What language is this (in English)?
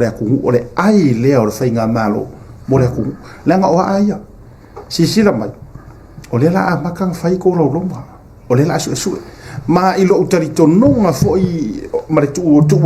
Samoan